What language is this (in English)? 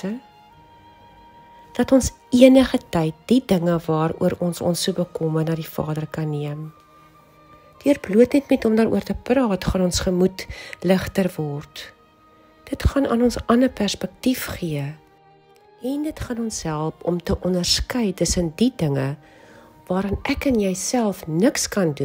Afrikaans